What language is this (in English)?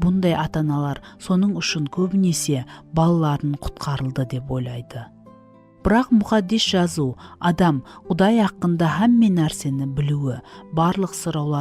Kara-Kalpak